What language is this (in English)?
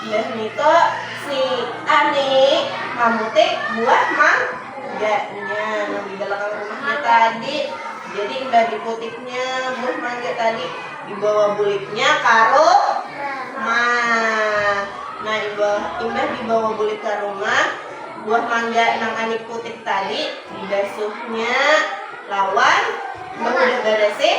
Banjar